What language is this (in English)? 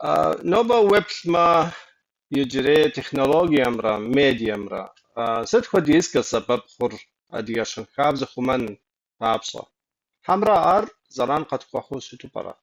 Kabardian